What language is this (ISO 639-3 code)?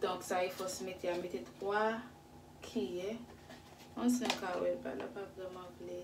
hat